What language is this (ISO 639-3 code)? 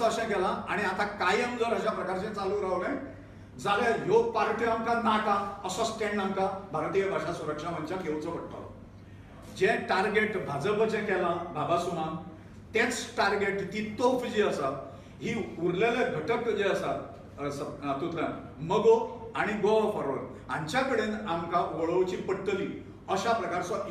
kok